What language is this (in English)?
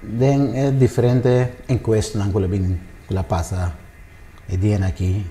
Papiamento